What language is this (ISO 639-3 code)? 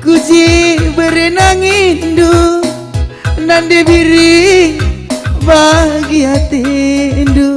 btx